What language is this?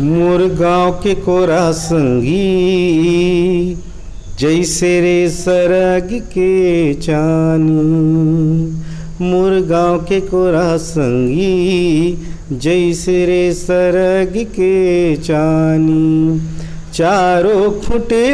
Chhattisgarhi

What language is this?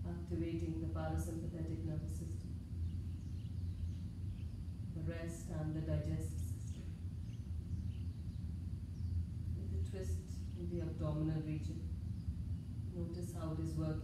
English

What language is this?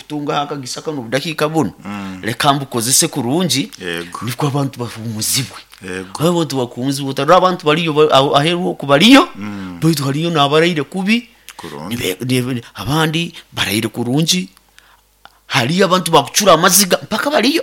Nyoro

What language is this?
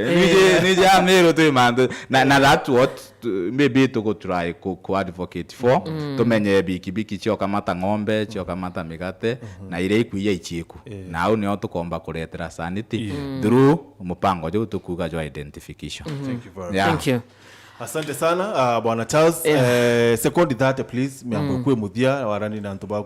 Meru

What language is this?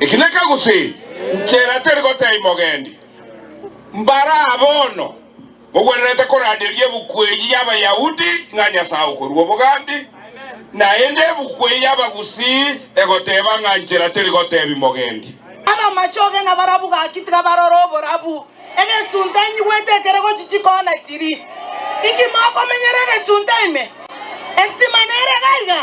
Gusii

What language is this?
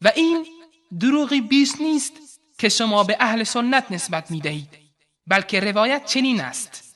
Persian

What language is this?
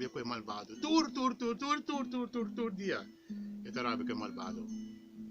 Papiamento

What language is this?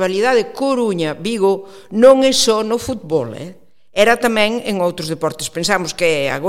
Galician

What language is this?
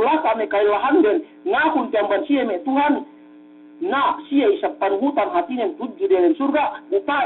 Yakan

